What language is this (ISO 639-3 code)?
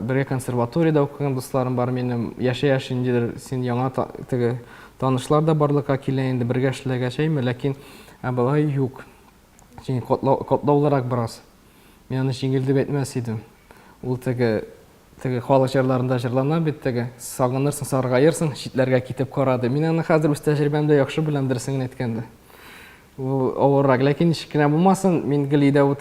tat